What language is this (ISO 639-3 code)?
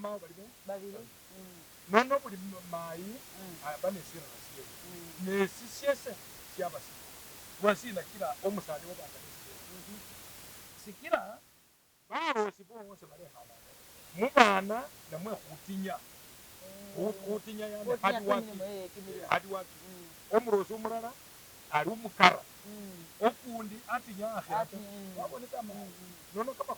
myx